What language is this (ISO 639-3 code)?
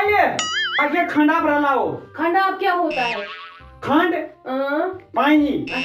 kas